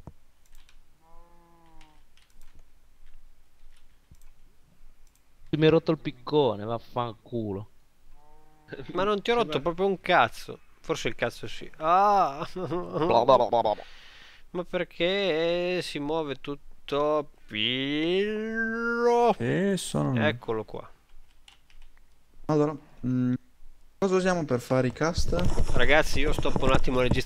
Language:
Italian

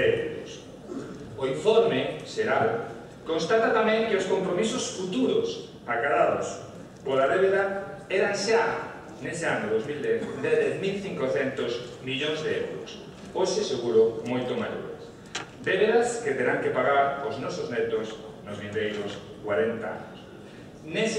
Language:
Galician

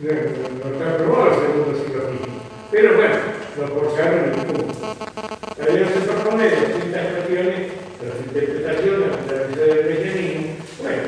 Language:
Ladino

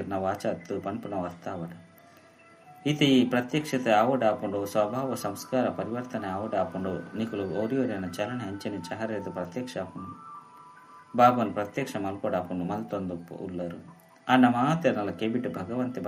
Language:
Tulu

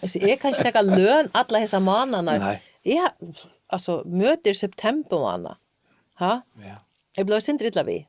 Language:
Faroese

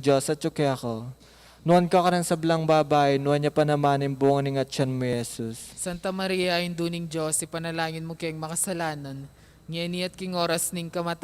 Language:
Pampanga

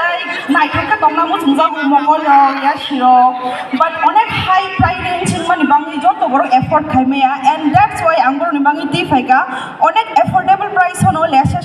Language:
Kok Borok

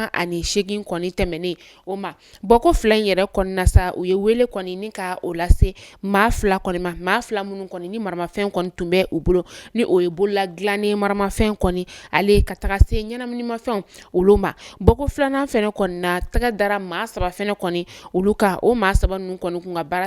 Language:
Bambara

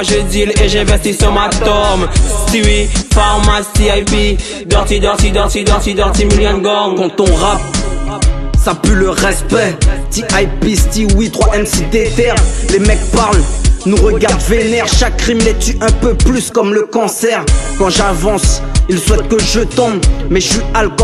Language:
French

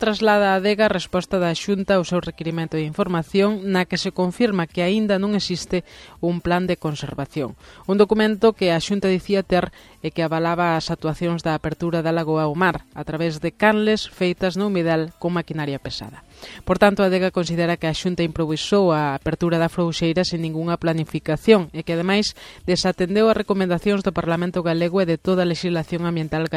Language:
Galician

